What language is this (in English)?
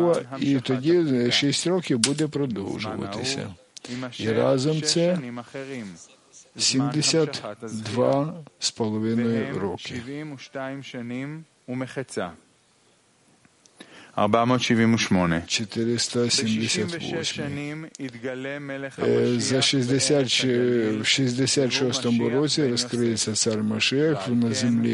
Ukrainian